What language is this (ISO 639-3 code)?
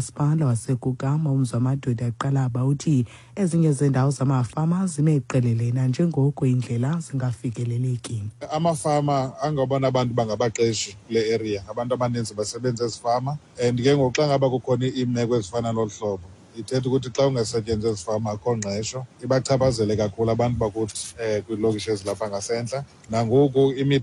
xho